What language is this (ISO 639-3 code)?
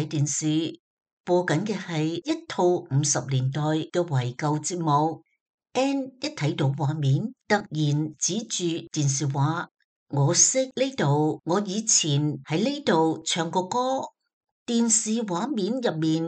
yue